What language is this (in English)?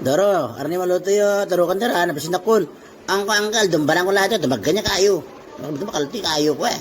Itawit